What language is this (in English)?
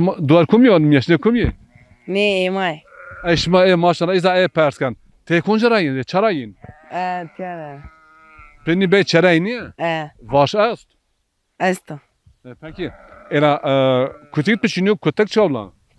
Zaza